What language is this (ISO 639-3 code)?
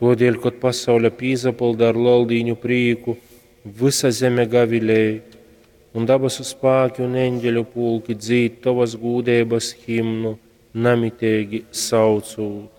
ltg